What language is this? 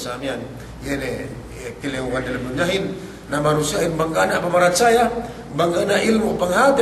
Yakan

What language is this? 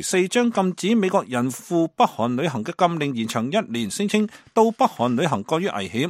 Cantonese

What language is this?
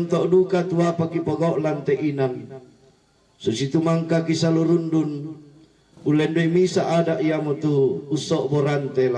Toraja-Sa'dan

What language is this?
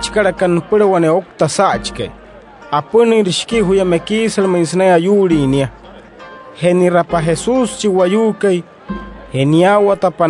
Wayuu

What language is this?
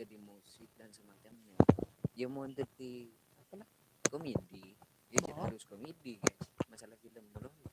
Madurese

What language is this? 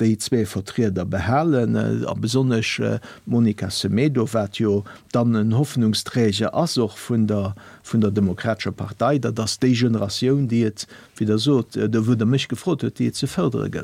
Luxembourgish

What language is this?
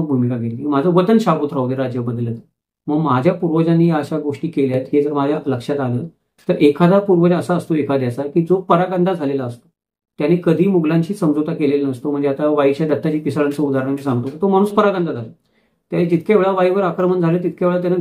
Marathi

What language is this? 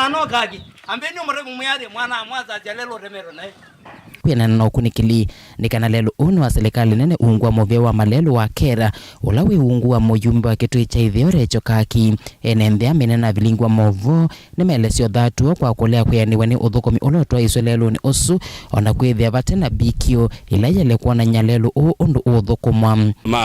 Kamba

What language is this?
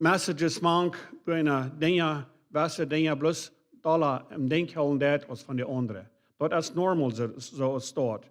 Plautdietsch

